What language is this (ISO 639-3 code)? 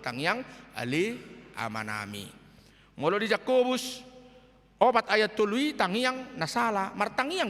bbc